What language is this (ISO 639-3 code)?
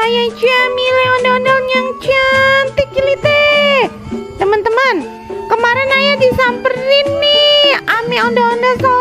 bew